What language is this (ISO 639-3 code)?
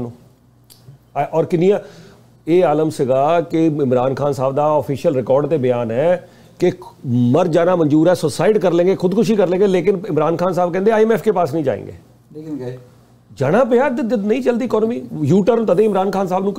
pan